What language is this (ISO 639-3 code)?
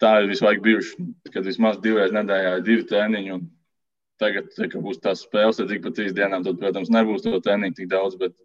lav